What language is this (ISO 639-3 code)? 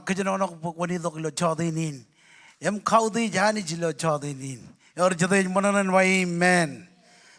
mah